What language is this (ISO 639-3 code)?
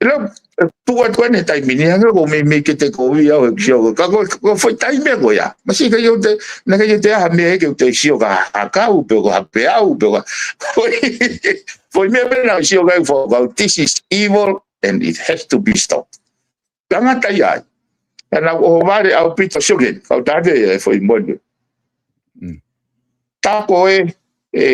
ton